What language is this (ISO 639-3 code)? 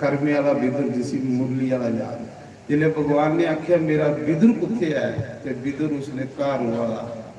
doi